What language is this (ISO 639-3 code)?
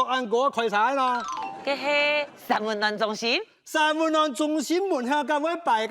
hak